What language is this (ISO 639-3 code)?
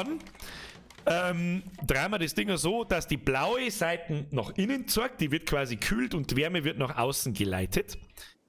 bar